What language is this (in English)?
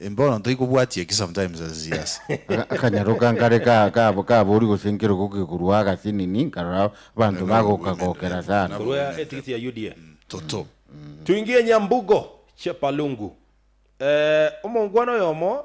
Gusii